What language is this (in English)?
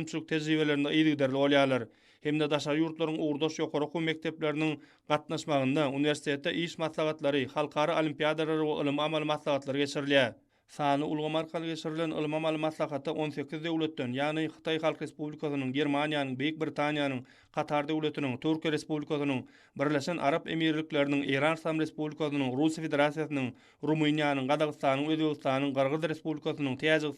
Turkmen